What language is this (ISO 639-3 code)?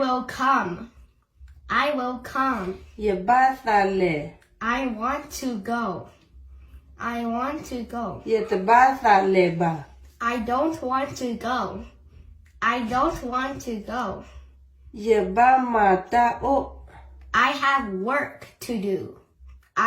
ksw